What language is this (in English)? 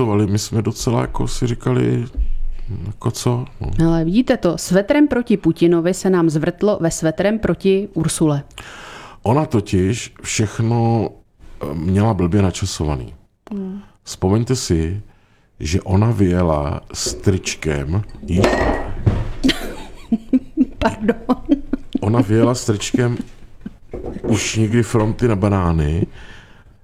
Czech